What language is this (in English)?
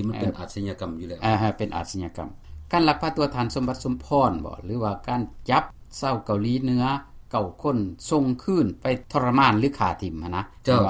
Lao